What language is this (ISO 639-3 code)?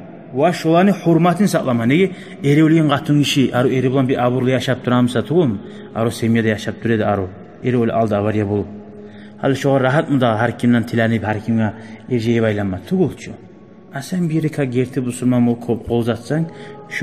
kum